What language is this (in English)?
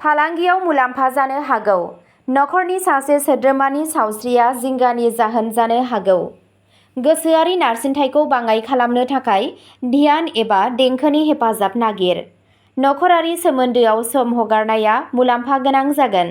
Bodo